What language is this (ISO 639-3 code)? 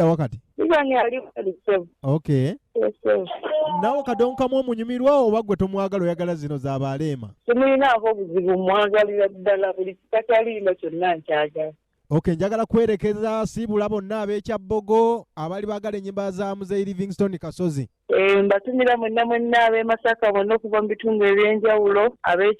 lug